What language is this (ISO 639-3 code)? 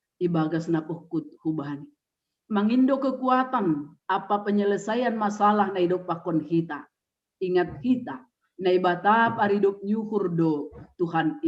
bts